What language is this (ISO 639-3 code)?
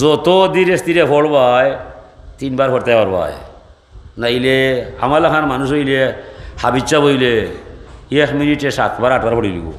syl